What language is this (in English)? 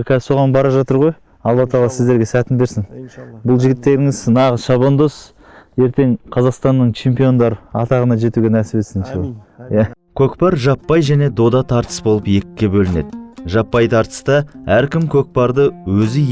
Kazakh